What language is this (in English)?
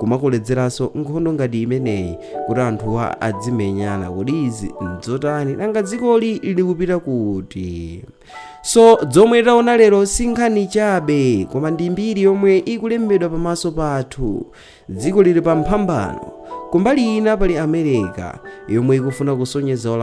Nyanja